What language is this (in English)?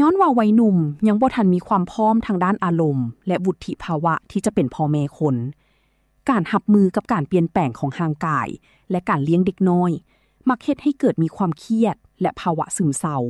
Lao